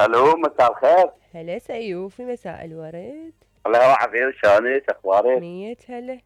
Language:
Mesopotamian Arabic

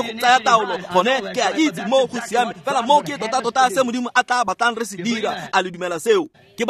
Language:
Tswana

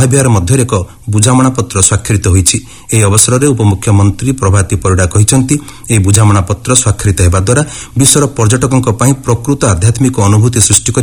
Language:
Odia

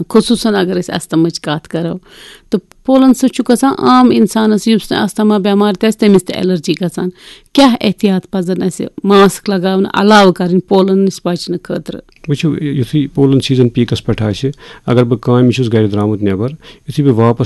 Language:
Kashmiri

